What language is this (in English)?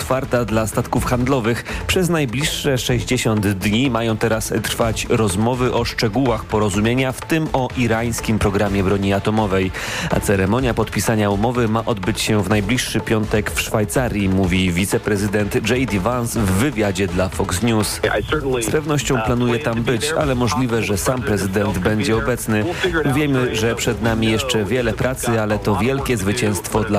Polish